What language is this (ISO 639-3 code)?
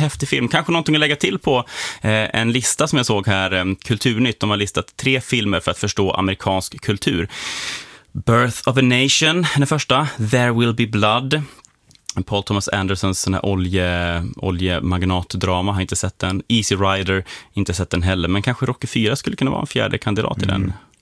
swe